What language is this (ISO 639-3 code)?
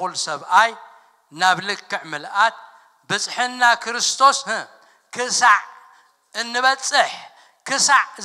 tir